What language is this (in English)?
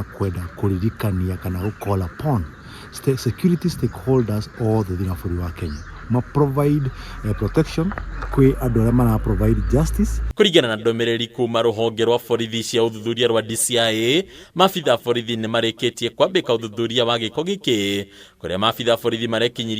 Kikuyu